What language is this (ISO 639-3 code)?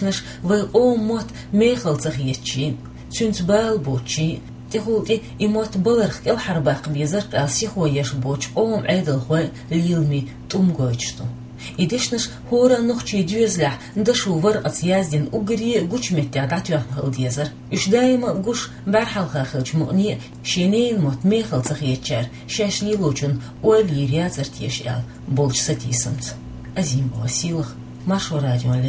che